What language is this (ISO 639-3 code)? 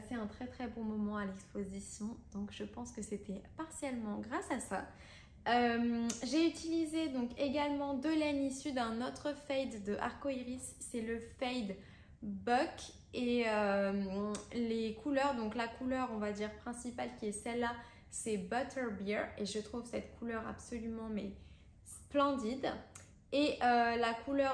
fra